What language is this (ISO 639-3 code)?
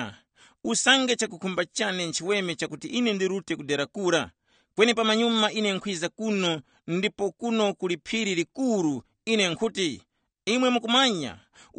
tum